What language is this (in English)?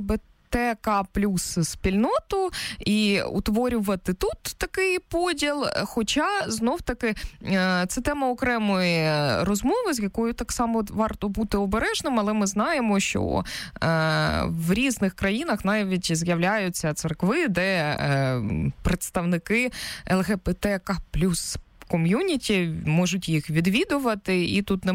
Ukrainian